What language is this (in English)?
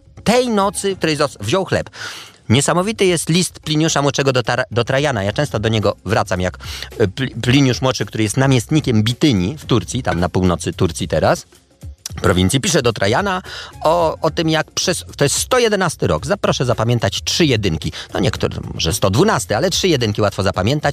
Polish